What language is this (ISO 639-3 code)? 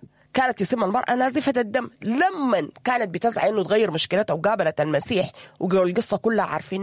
apd